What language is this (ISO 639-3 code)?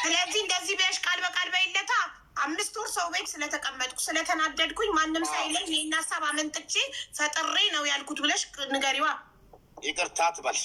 amh